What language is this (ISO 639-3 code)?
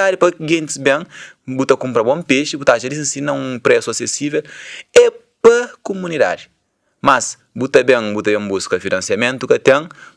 kea